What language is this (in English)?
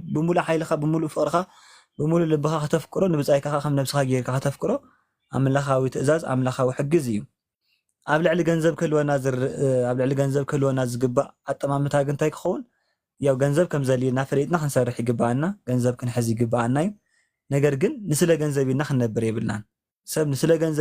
Tigrinya